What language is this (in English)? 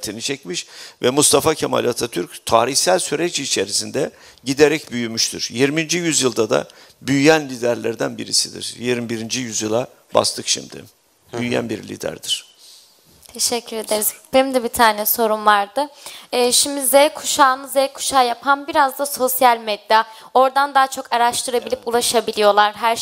Turkish